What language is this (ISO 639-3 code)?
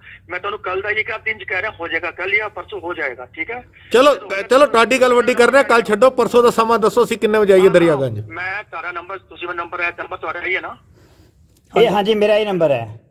pan